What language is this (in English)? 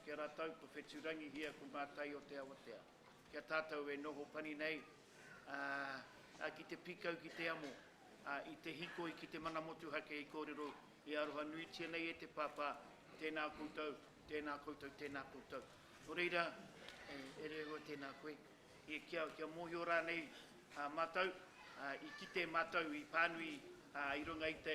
Māori